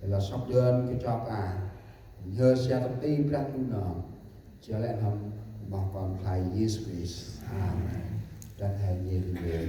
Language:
Central Mnong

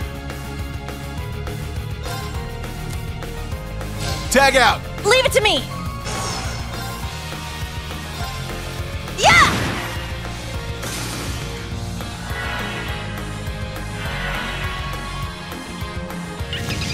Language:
English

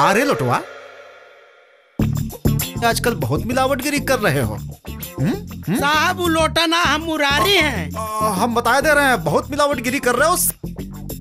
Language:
Bhojpuri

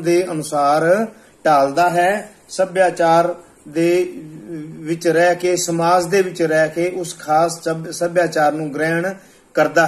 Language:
Punjabi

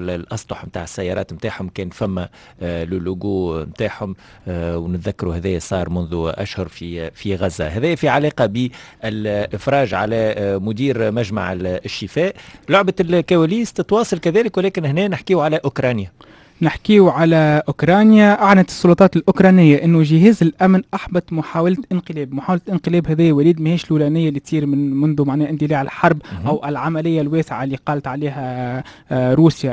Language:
Tunisian Arabic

